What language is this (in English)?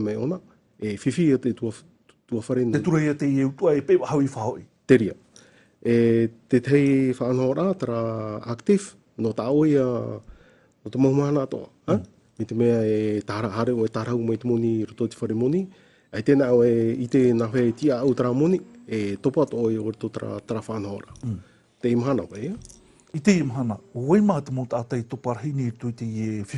Tahitian